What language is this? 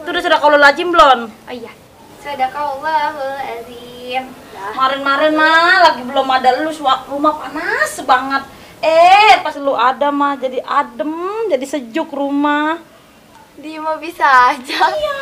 Betawi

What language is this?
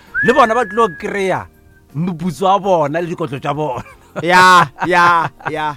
Northern Sotho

